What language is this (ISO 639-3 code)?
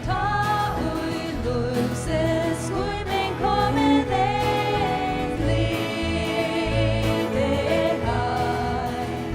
fao